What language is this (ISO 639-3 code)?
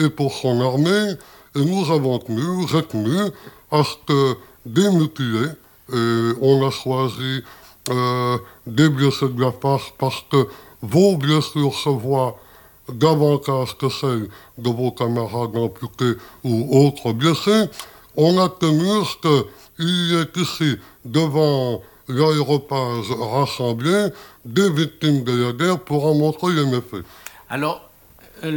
fra